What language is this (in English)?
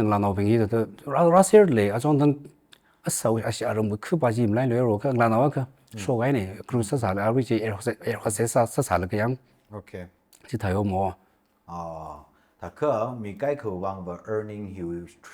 Tangkhul Naga (India)